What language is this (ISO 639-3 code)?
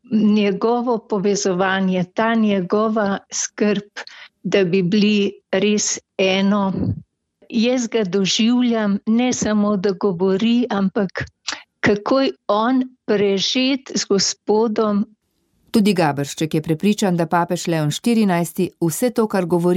slv